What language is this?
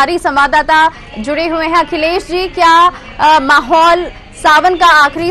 Hindi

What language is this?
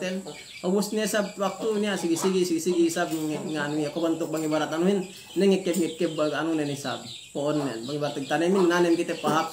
Yakan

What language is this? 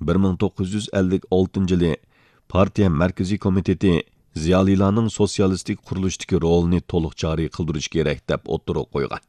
Uyghur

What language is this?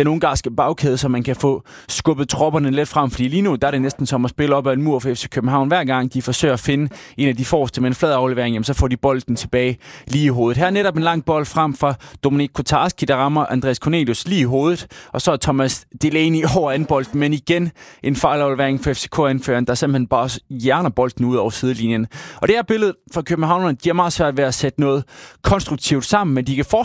Danish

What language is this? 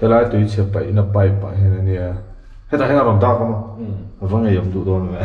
Mizo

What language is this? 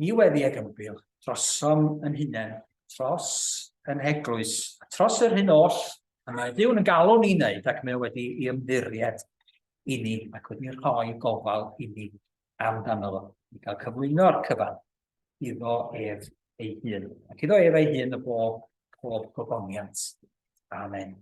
Welsh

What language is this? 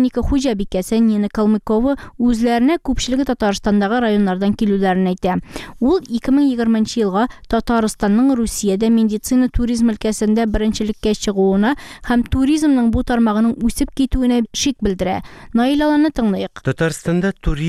Tatar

